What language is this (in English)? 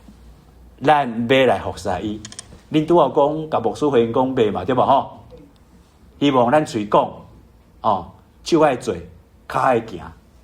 Min Nan Chinese